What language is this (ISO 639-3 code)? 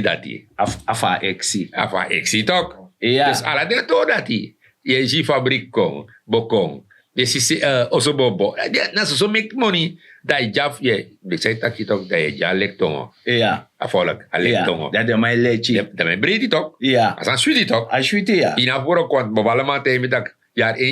srn